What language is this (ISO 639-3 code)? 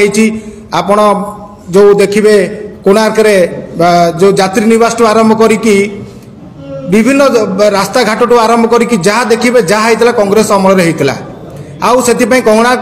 ori